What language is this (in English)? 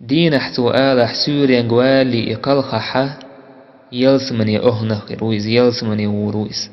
Chechen